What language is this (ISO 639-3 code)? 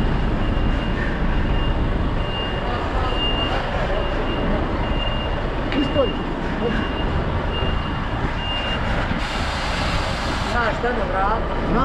hrv